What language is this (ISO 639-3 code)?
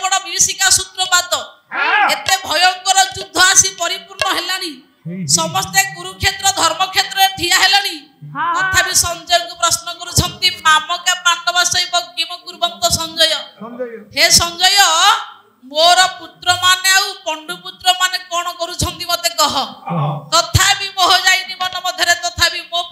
ori